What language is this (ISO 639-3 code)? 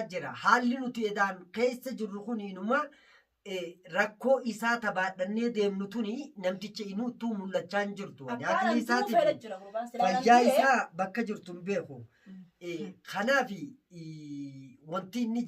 orm